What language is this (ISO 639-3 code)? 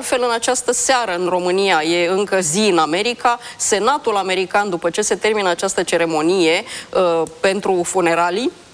ron